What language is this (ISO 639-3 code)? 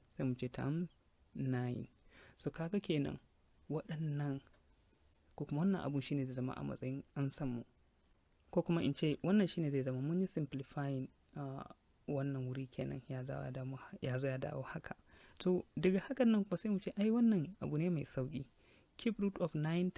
hau